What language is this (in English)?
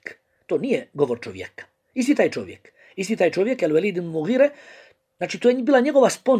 Bosnian